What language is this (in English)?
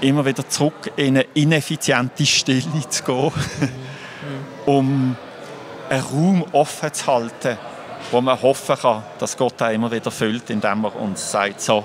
Swiss German